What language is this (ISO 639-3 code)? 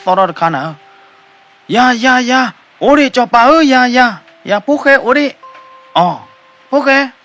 ksw